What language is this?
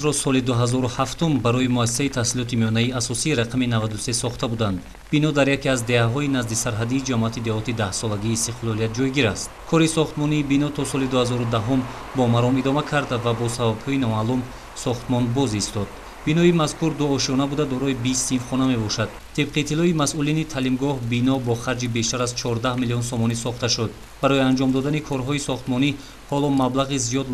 Tajik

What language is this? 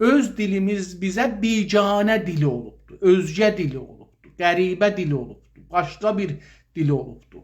South Azerbaijani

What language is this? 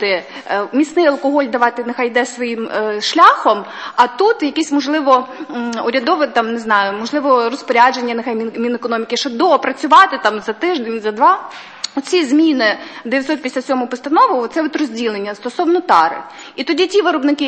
Ukrainian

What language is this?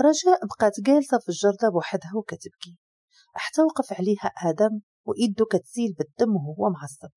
Moroccan Arabic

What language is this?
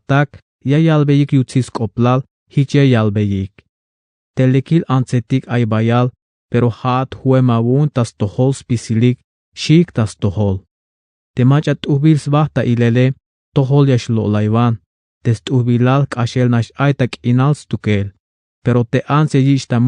Tzeltal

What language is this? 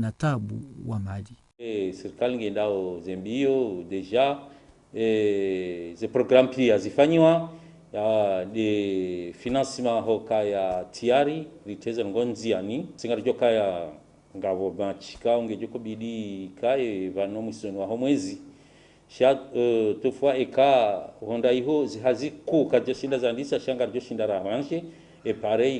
Ngazidja Comorian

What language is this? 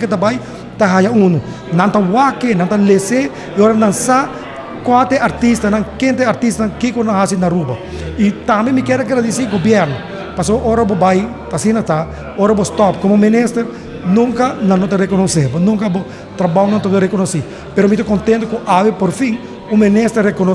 Papiamento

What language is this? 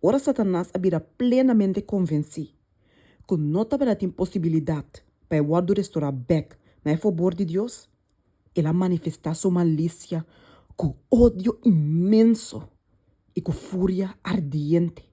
Papiamento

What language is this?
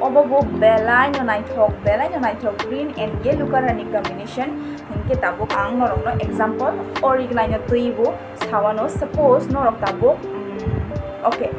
Kok Borok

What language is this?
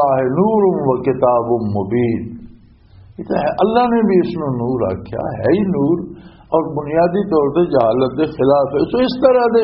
Western Panjabi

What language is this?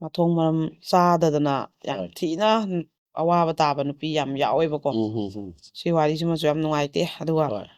Manipuri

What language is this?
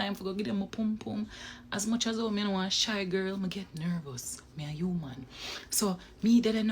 Jamaican Creole English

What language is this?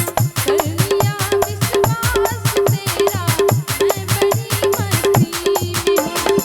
Maithili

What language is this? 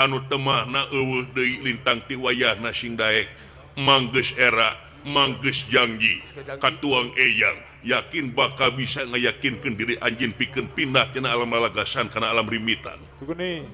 Sundanese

